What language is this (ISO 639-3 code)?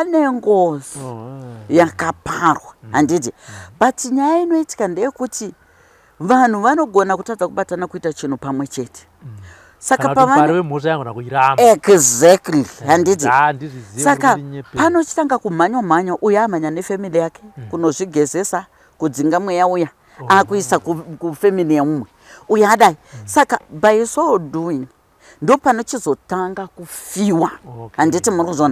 sna